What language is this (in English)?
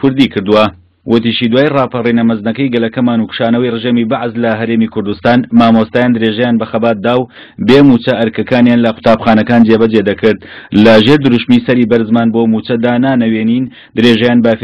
Central Kurdish